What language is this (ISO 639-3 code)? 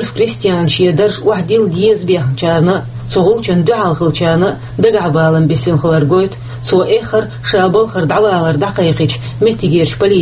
che